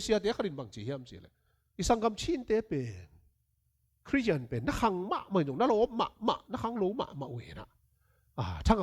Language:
Tedim Chin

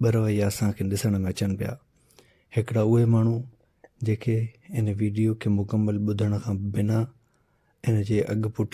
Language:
Sindhi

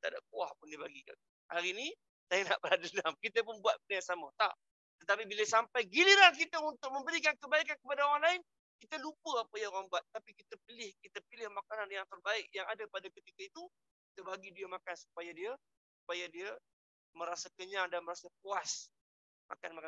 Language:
Malay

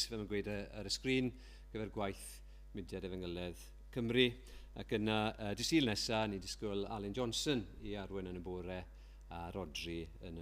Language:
Welsh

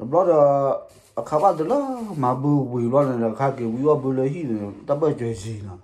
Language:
S'gaw Karen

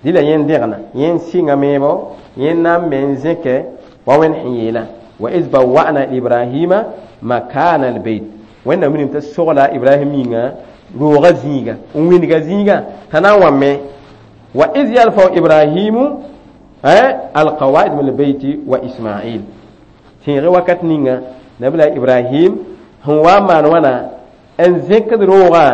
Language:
Mossi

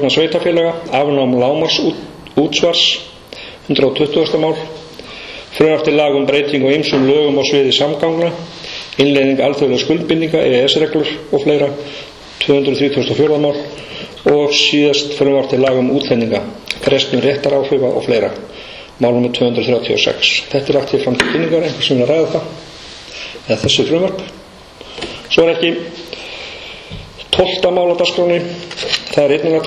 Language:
Icelandic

